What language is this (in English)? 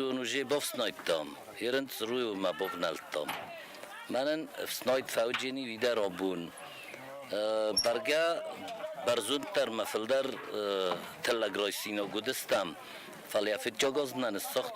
Ossetic